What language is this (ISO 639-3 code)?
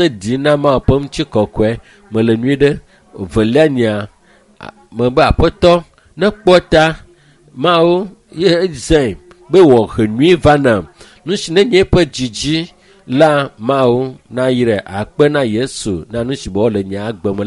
ewe